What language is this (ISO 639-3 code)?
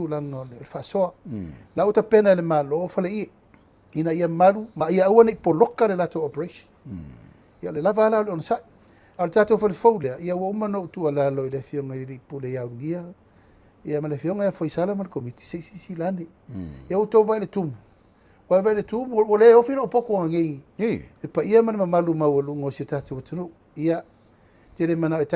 smo